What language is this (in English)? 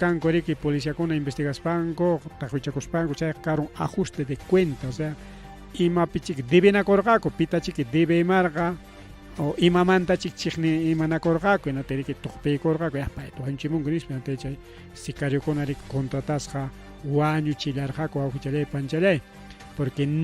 Ayacucho Quechua